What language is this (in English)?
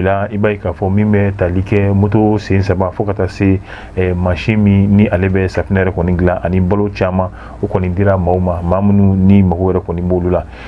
Bambara